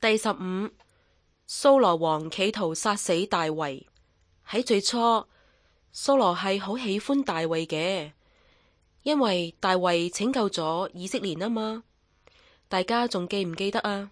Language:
Cantonese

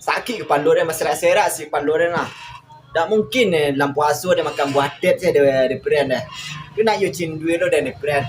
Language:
Minangkabau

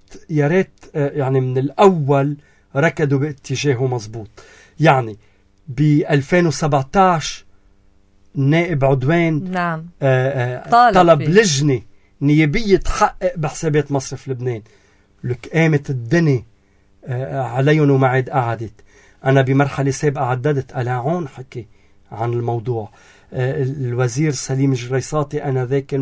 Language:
North Levantine Arabic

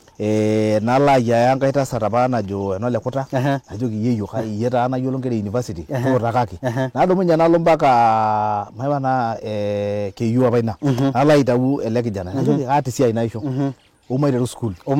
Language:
Masai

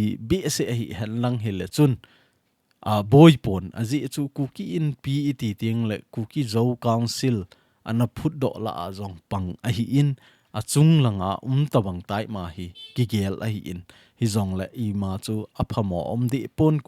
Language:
Thado Chin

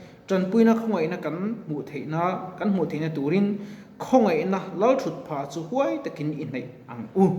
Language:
Mizo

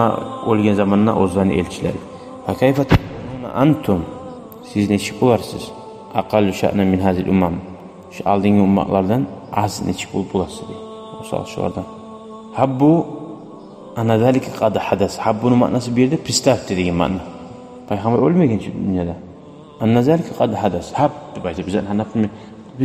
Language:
Kumyk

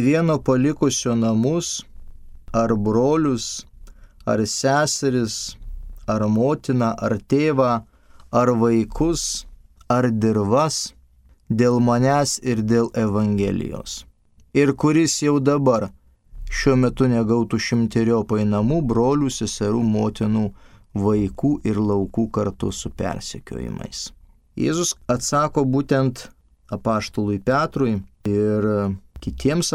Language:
Lithuanian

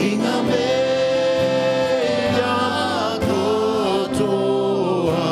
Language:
Māori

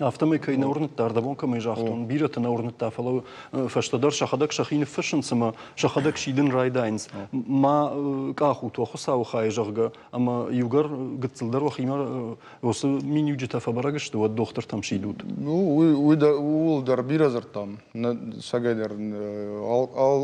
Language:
Ossetic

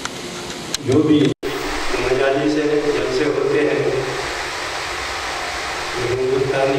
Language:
Urdu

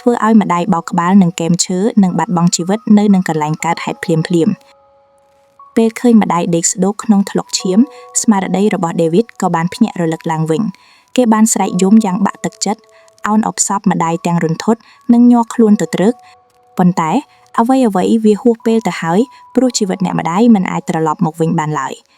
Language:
Khmer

